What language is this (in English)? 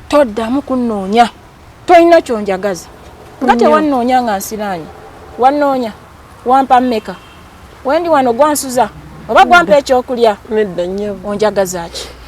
Ganda